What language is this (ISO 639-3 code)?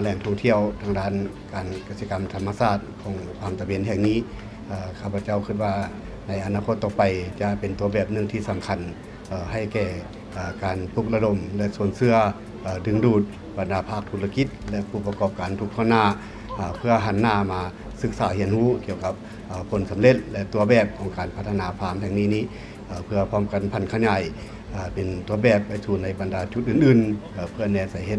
lao